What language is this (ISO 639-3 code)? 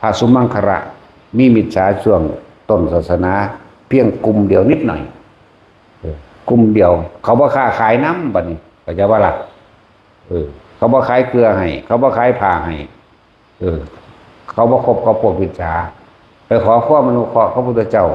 tts